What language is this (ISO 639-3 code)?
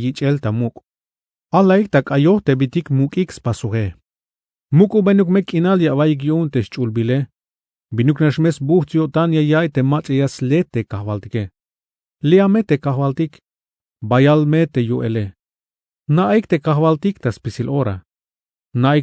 tzh